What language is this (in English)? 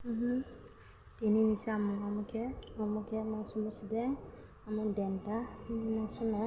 Kok Borok